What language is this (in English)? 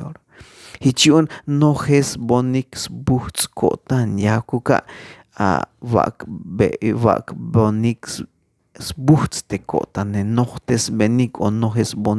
Tzeltal